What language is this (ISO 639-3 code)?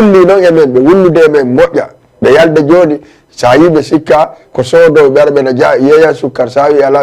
ful